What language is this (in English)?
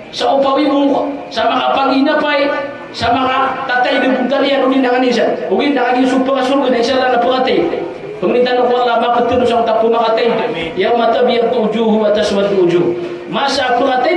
Maranao